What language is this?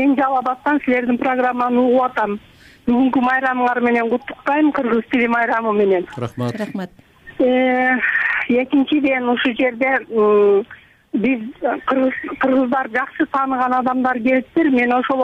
Kyrgyz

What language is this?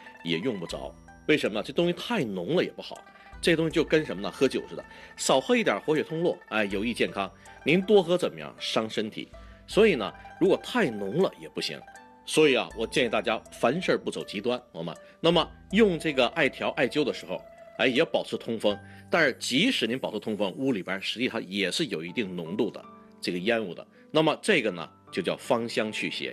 Chinese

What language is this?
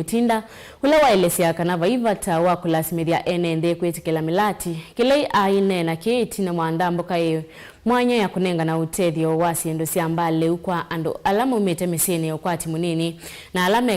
Kamba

